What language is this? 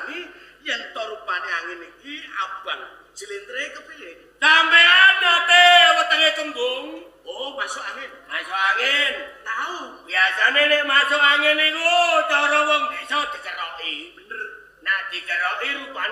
Javanese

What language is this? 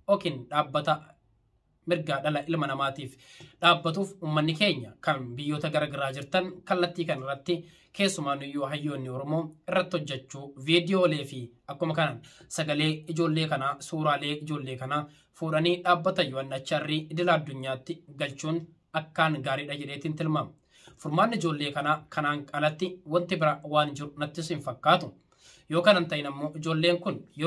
Oromo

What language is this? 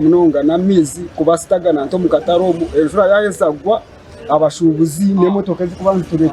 Nyankole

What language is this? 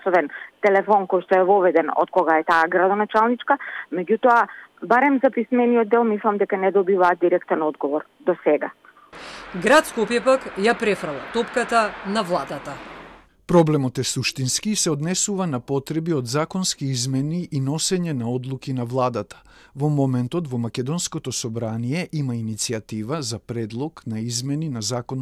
Macedonian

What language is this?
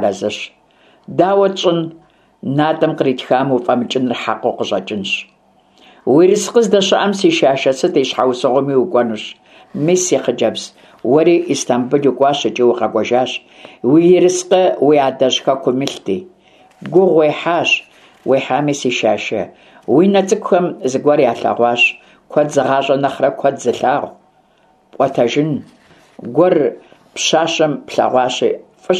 Kabardian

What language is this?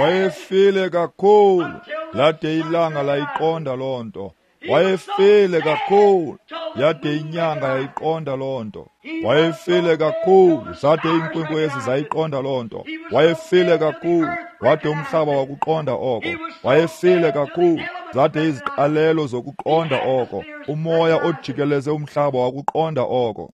Xhosa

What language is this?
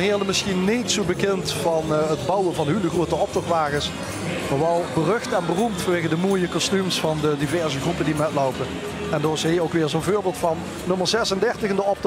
Limburgish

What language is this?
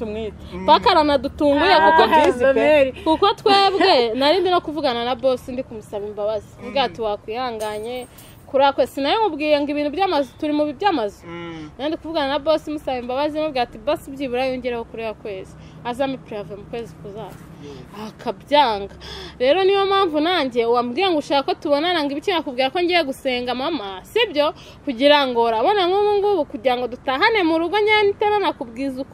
Kinyarwanda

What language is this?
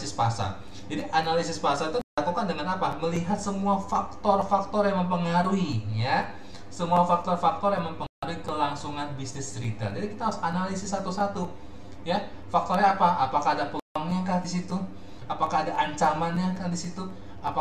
Indonesian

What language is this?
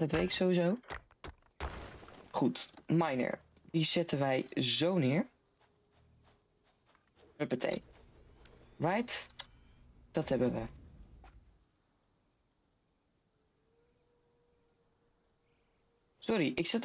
Dutch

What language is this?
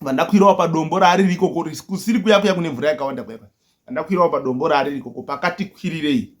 Shona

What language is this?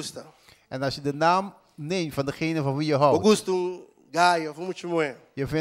Papiamento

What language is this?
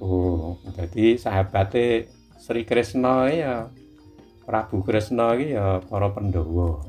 Javanese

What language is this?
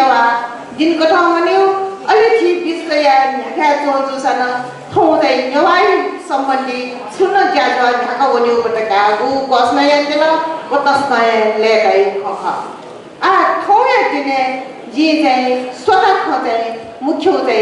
Newari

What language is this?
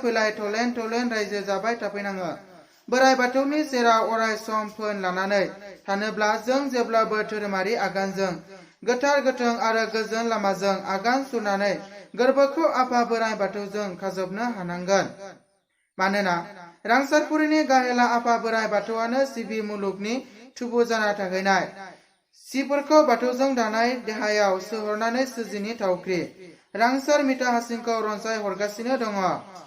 Bodo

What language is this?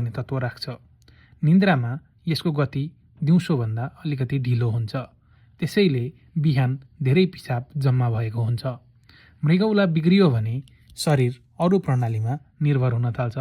Nepali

